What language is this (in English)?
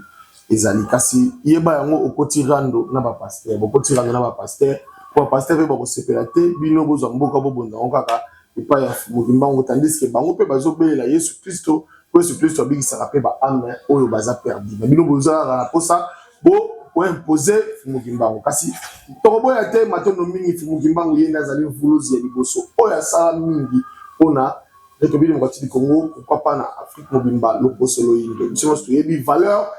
Lingala